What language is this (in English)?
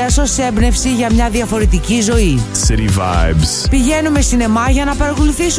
Greek